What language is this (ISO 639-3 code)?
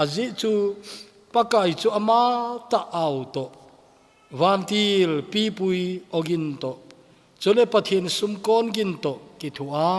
tcz